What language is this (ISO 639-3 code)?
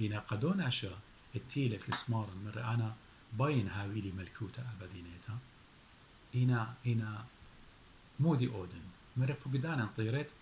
aii